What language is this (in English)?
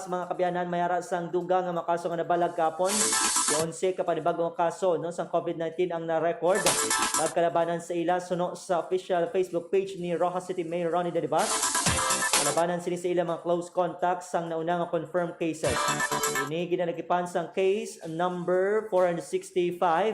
Hiligaynon